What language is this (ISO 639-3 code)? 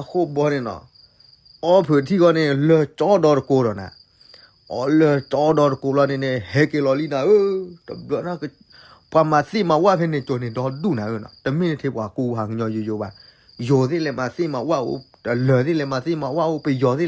ksw